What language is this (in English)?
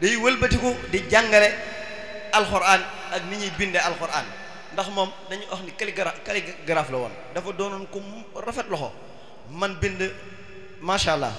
Wolof